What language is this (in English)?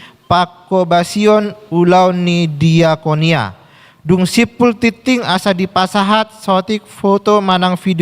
Batak Toba